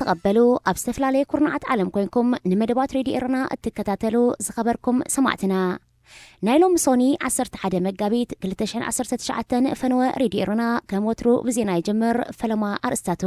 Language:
Tigrinya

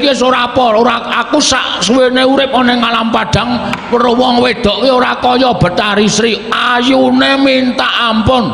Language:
Javanese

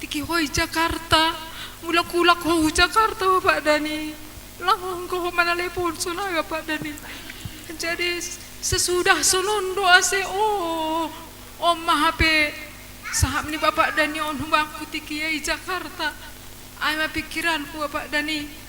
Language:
Batak Simalungun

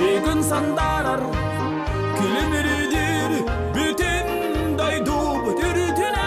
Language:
Yakut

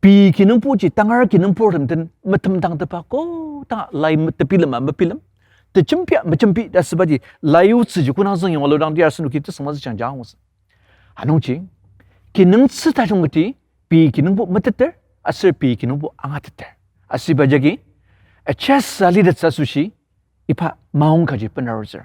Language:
Ao Naga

